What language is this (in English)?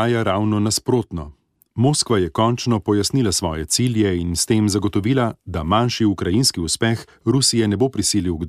Slovenian